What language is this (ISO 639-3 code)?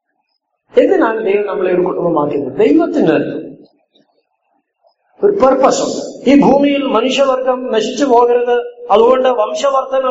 mal